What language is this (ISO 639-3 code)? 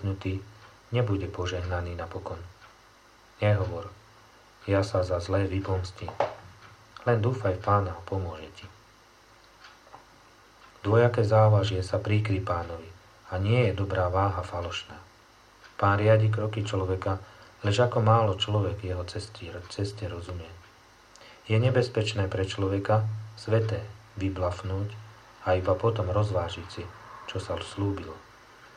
slk